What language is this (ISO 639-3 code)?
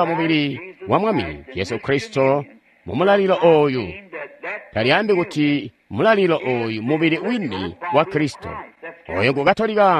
toi